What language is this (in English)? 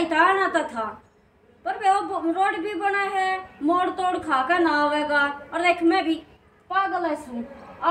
Haryanvi